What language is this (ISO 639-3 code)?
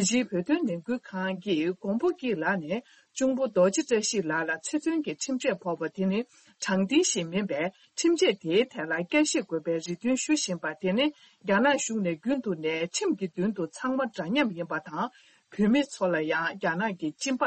bod